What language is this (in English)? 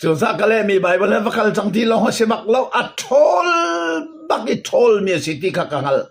Hakha Chin